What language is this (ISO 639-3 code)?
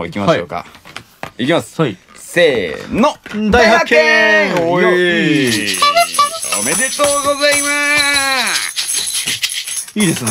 jpn